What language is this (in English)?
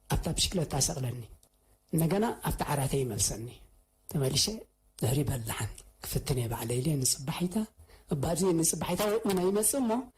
Tigrinya